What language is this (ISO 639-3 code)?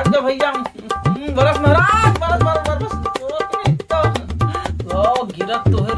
hne